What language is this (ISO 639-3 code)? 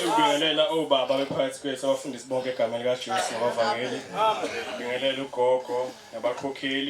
zul